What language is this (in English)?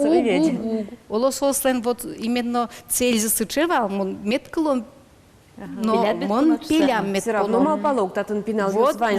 Udmurt